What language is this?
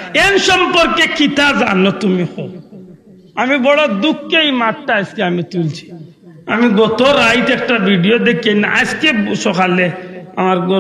Sylheti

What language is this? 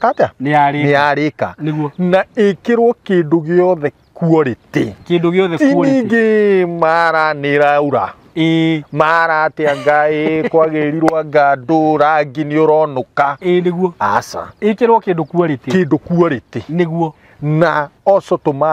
Kikuyu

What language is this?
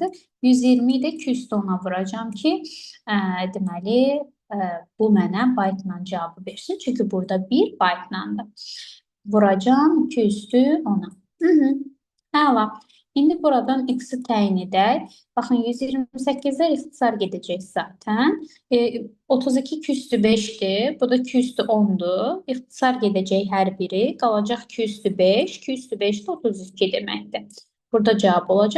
Azerbaijani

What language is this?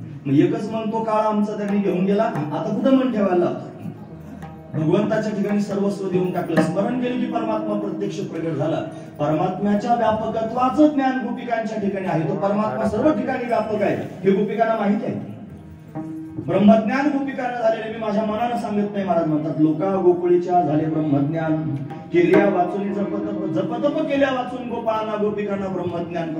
Marathi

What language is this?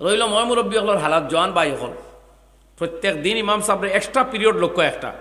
Sylheti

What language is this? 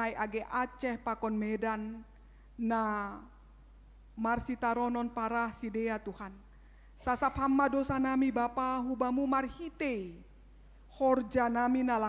Batak Simalungun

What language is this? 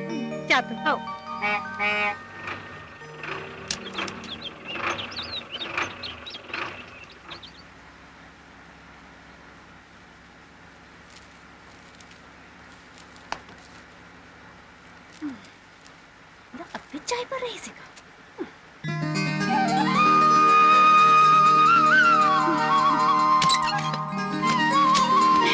Chhattisgarhi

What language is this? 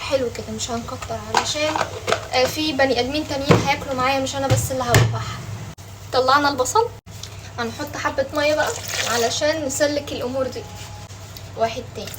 Egyptian Arabic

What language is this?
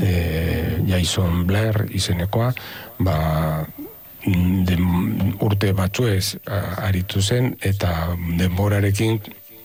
Basque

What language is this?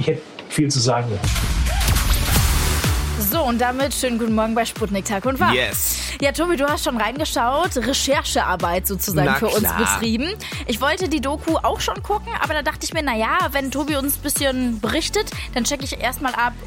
German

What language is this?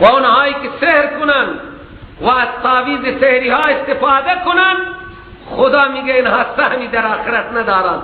Persian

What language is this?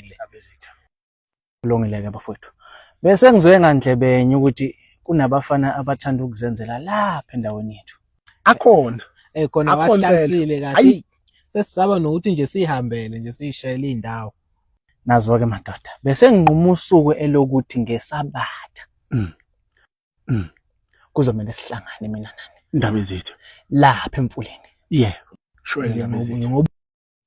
Zulu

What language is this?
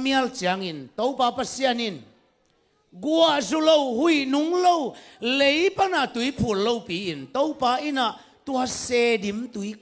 Tedim Chin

